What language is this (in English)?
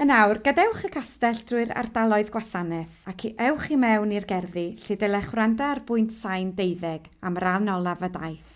Welsh